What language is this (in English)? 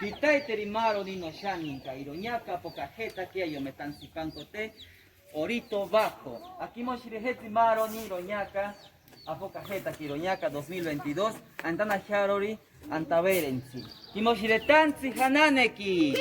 Asháninka